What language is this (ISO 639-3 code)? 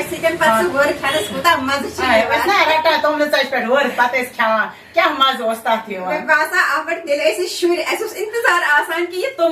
kas